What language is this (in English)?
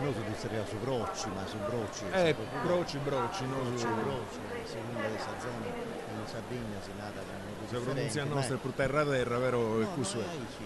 Sardinian